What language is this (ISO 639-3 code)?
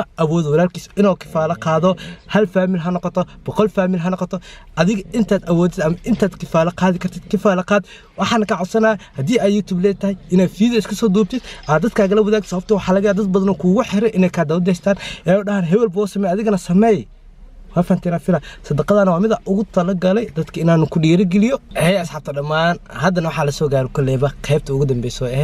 som